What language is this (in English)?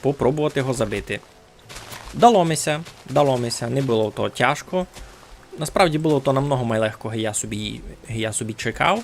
Rusyn